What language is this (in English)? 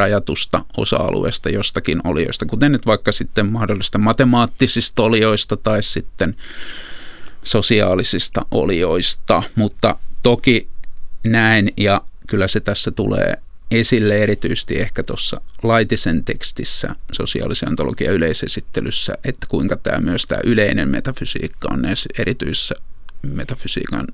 Finnish